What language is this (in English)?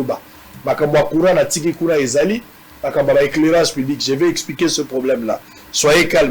Lingala